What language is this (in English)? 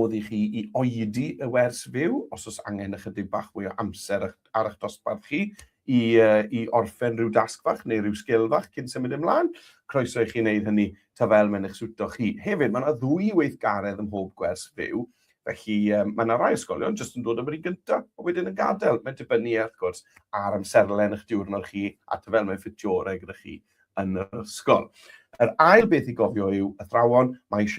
Welsh